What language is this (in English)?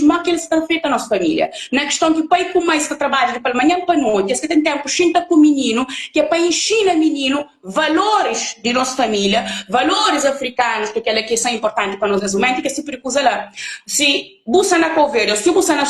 Kabuverdianu